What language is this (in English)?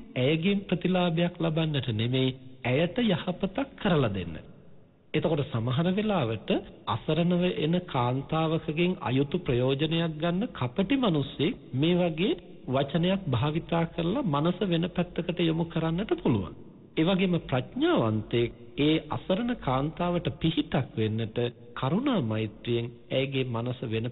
Sinhala